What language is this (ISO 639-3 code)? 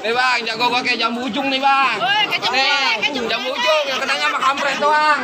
bew